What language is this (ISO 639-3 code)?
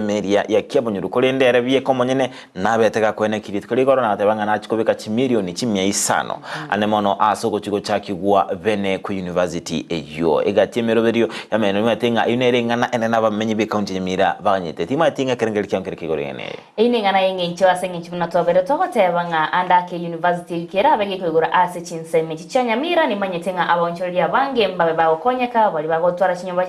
guz